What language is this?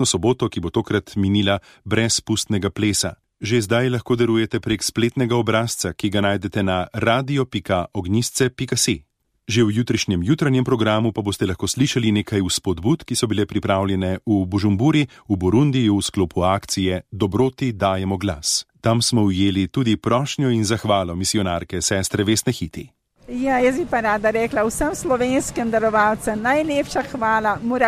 Slovenian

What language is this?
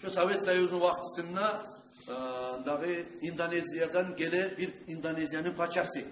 Kumyk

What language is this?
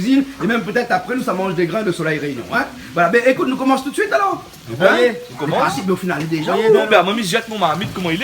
Réunion Creole French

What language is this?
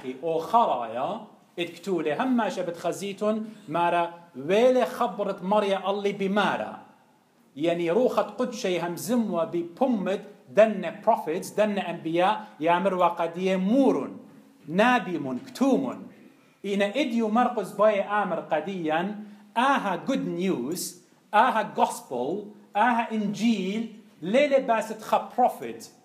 Assyrian Neo-Aramaic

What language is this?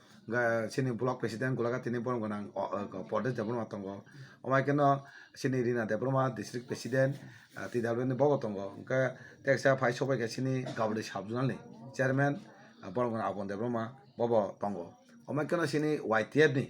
Kok Borok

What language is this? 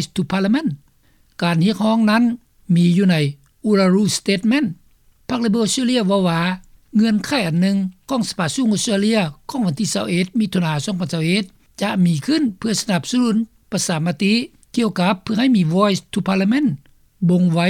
Lao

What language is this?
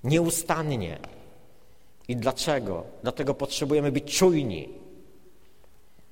Polish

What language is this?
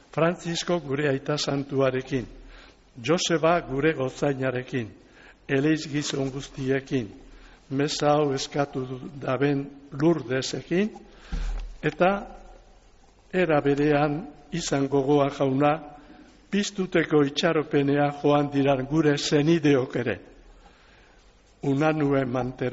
Basque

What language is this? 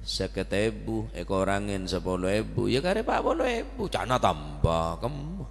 Madurese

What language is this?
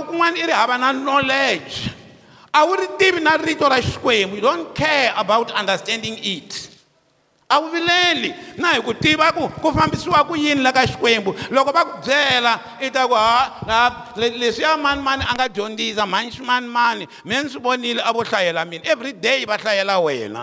Tsonga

